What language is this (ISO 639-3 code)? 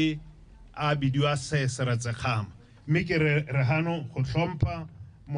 tsn